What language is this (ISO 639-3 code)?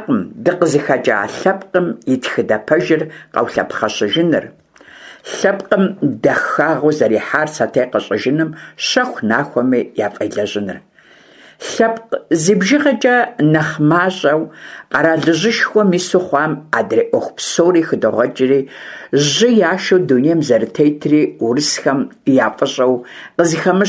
kbd